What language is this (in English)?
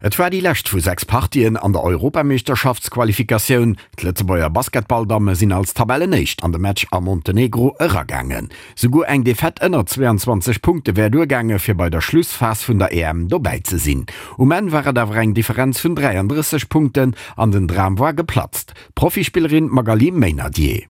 Luxembourgish